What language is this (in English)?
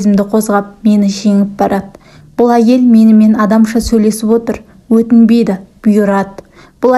Kazakh